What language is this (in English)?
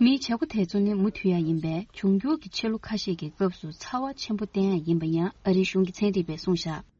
Tibetan